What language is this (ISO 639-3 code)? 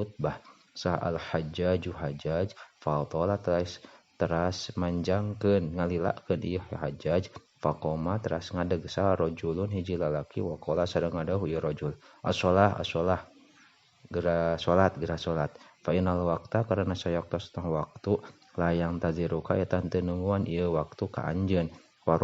sun